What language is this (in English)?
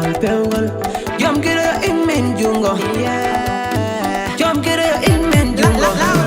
Fula